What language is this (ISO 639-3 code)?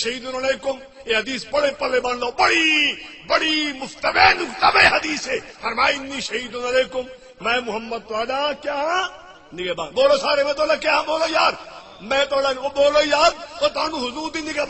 skr